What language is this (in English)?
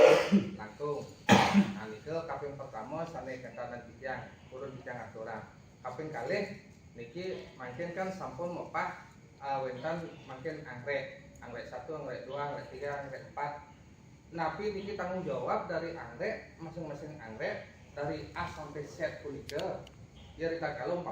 Balinese